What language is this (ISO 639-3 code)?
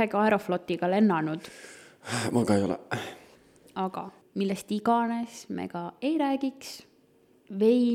est